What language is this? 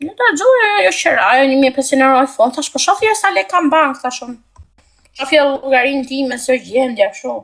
Albanian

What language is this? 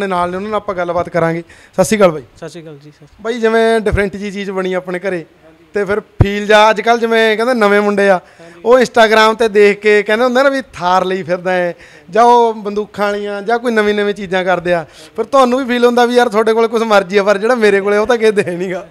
Punjabi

